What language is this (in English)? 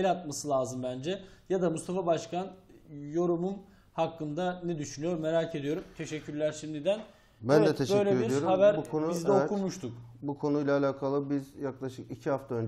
Turkish